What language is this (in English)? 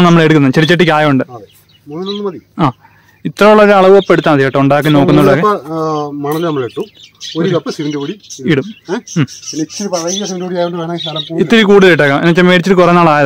Malayalam